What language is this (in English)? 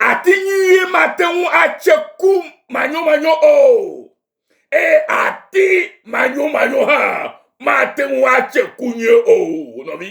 Ewe